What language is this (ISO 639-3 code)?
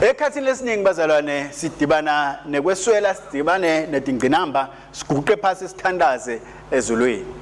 ssw